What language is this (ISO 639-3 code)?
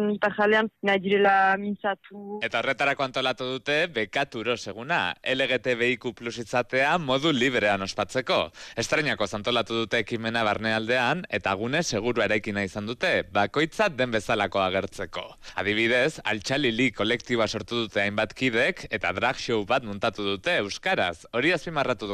eus